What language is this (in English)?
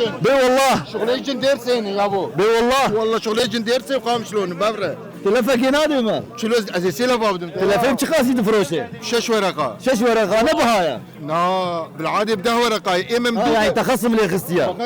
Kurdish